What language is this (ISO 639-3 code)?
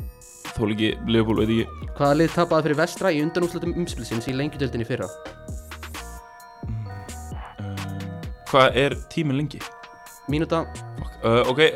isl